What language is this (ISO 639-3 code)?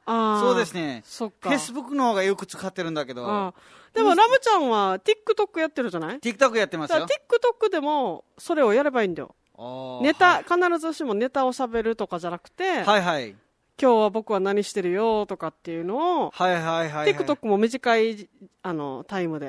jpn